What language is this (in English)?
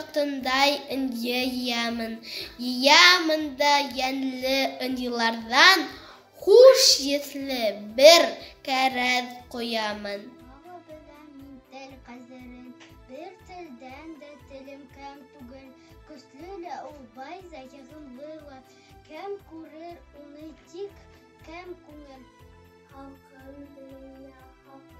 Bashkir